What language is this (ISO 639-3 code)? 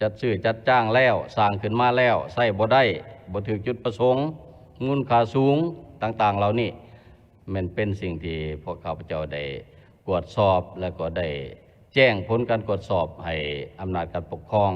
lao